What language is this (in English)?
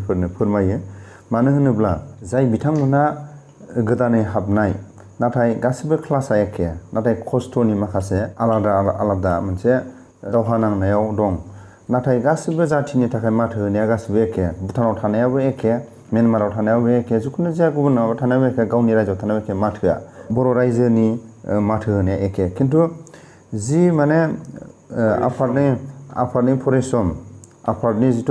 Bodo